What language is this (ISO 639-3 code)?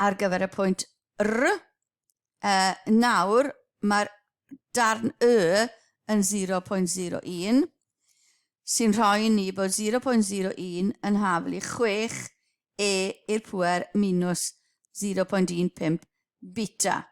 cym